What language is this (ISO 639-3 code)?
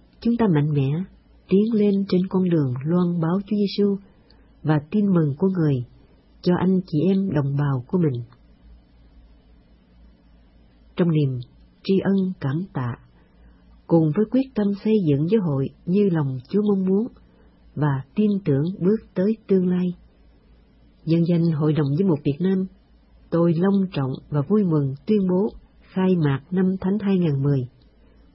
vie